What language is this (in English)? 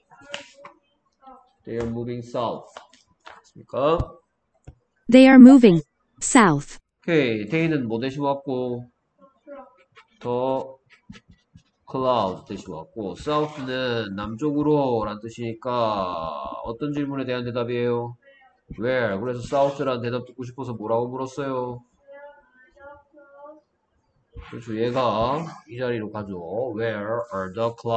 Korean